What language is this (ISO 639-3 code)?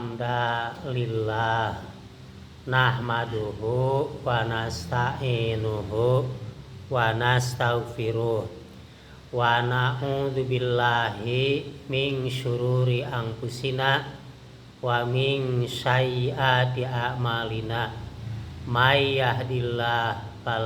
sun